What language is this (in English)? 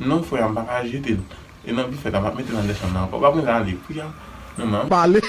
Haitian Creole